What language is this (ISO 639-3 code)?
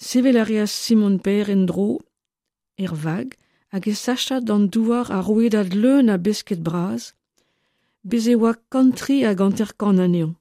bre